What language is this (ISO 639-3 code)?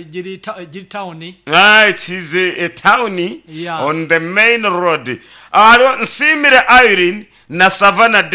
nyn